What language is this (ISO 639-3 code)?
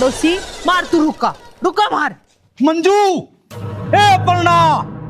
bgc